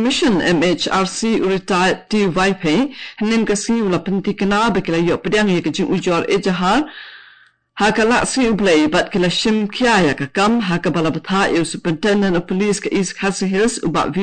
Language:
Khasi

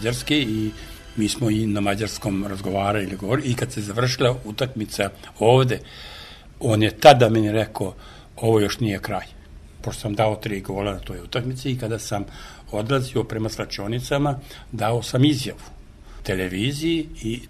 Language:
Serbian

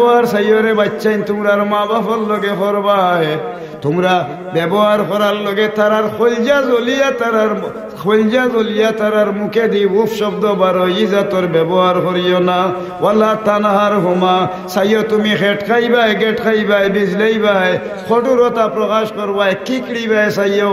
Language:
Sylheti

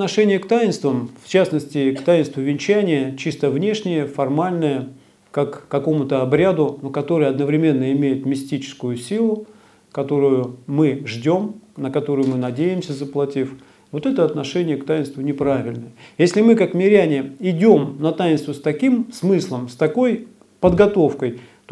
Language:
Russian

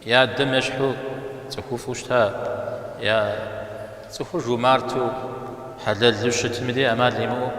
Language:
Kabardian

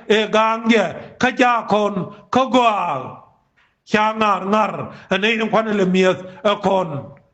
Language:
Nuer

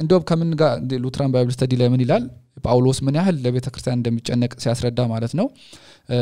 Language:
Amharic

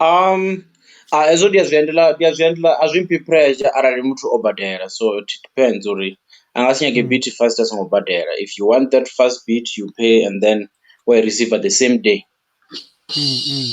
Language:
Venda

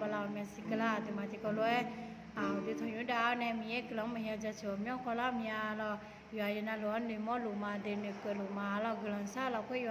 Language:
Akha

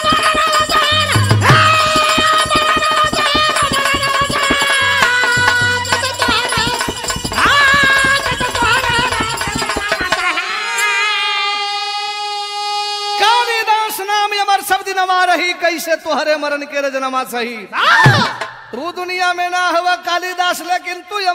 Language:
Bhojpuri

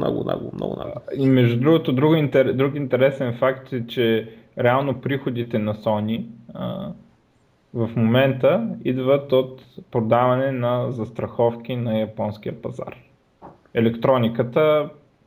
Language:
Bulgarian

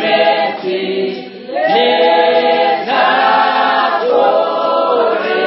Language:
Northern Sotho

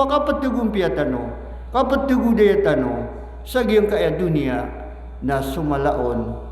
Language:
Maranao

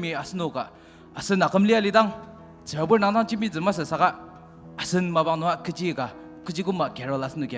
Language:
Ao Naga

